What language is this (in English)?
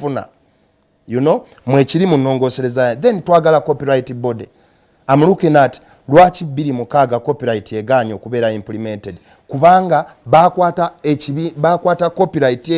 Ganda